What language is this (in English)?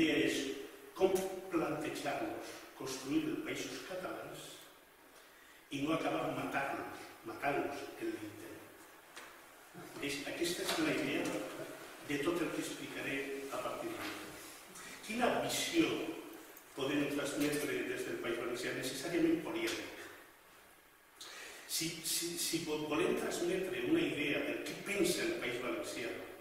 Catalan